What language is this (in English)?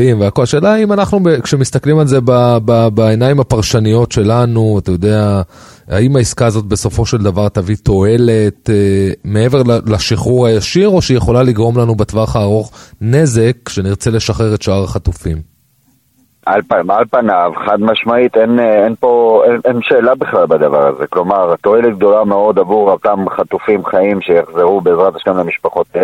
Hebrew